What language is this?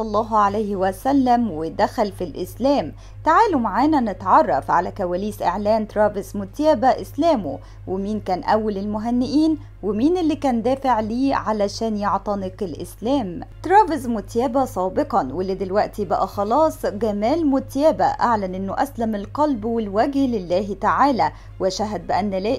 Egyptian Arabic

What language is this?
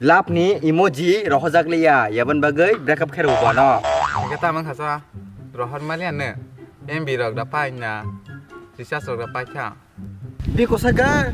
Kok Borok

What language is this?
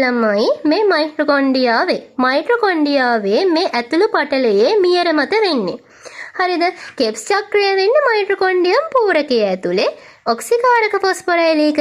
Sinhala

